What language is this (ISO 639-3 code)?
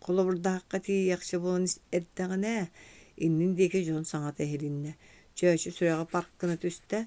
sah